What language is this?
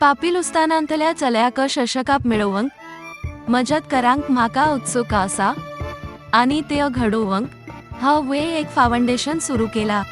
Konkani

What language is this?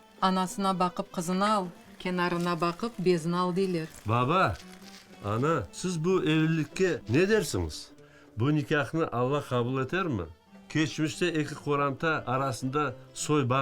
Crimean Tatar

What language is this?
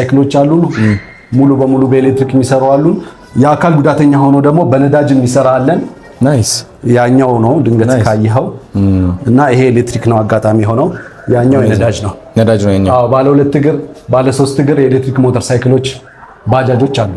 Amharic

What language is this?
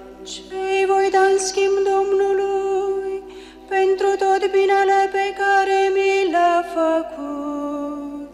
Romanian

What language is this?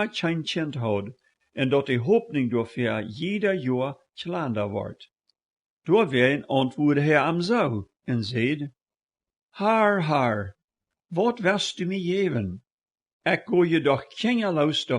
Plautdietsch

